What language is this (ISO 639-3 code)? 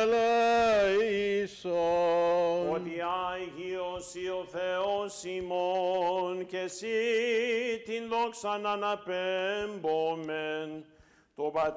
ell